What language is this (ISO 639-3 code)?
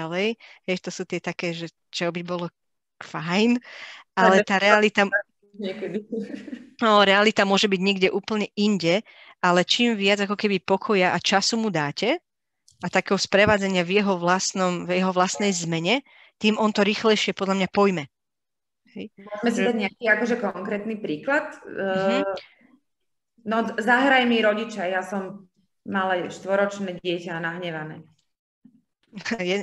slk